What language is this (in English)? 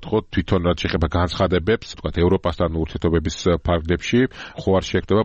Georgian